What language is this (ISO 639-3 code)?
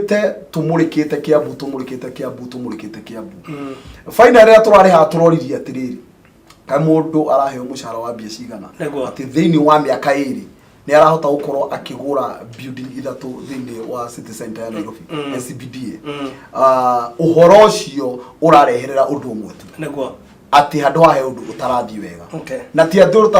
kik